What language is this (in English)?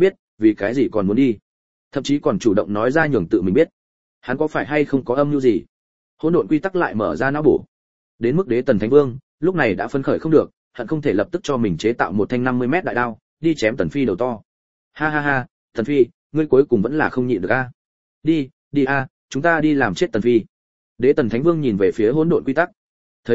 Vietnamese